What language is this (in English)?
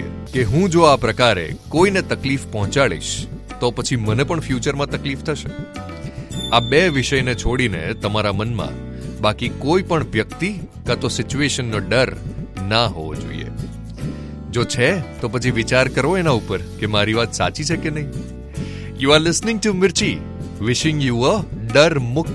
Gujarati